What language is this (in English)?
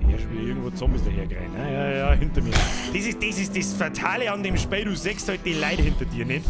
Bavarian